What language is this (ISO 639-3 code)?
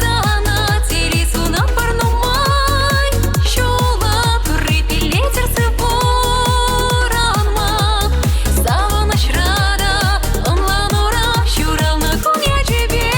chv